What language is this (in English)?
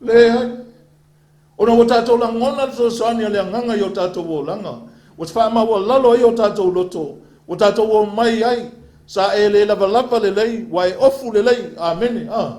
Samoan